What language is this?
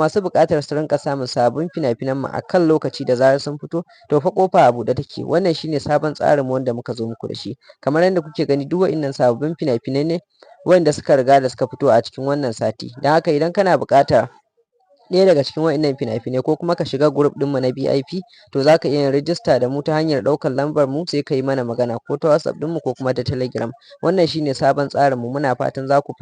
Hausa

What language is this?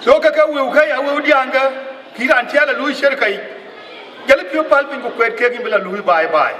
Dinka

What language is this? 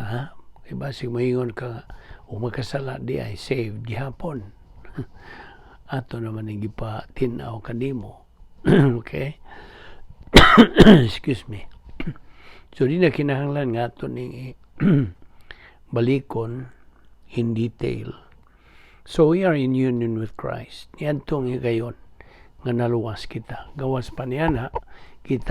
Cebuano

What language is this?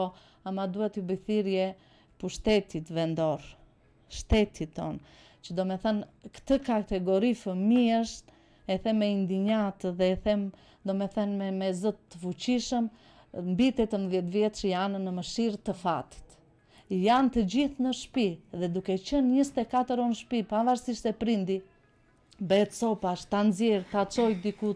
Albanian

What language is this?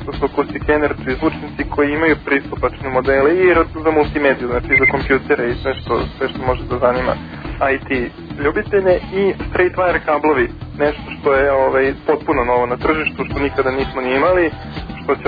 Serbian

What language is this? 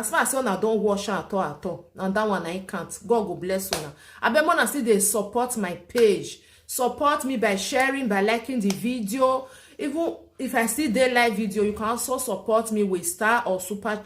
Nigerian Pidgin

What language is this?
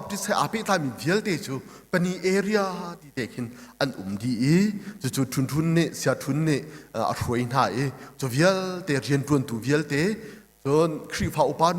Hakha Chin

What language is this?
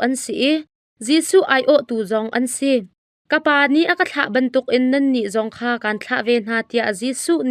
Hakha Chin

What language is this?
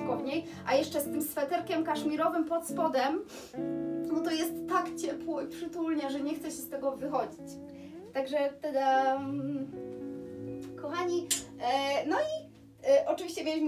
Polish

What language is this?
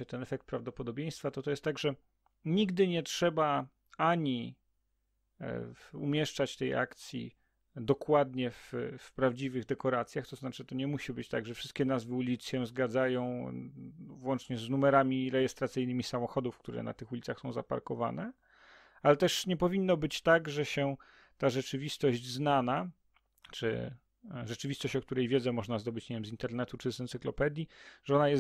Polish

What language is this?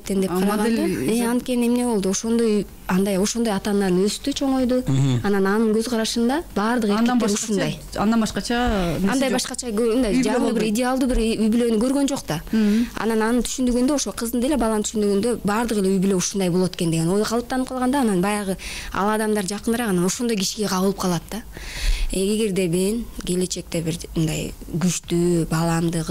Kyrgyz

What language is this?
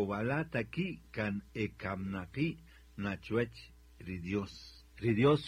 Kaqchikel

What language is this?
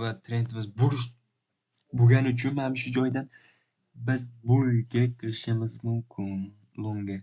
Uzbek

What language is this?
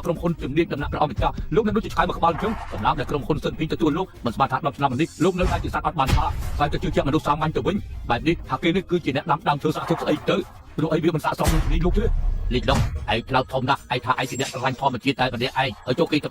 Khmer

